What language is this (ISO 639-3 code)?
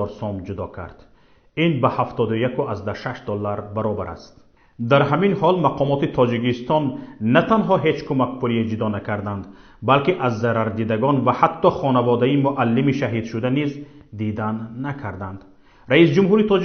tgk